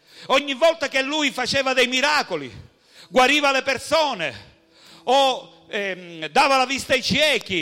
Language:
Italian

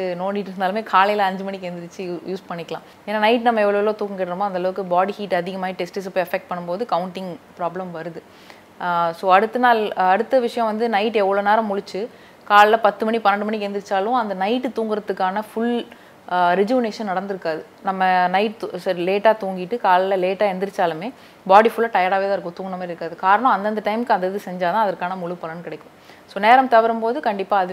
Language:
Tamil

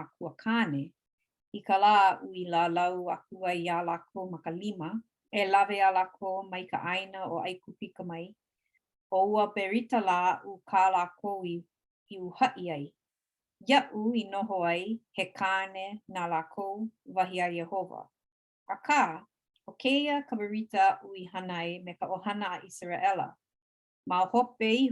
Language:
Hawaiian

